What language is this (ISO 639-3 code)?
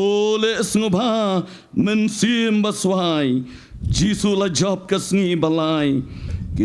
kha